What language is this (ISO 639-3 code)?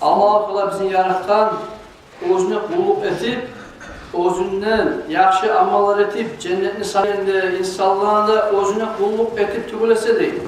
kum